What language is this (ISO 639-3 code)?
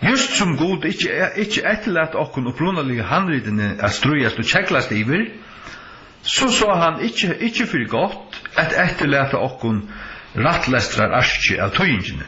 fao